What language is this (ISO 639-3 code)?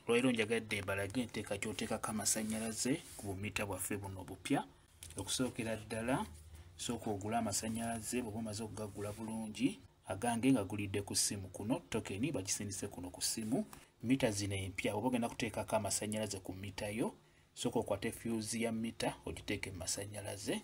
lug